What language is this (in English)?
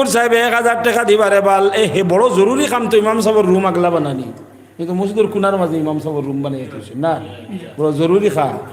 Sylheti